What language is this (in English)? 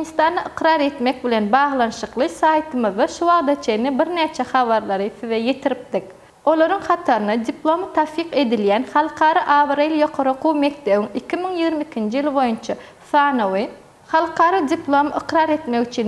Turkmen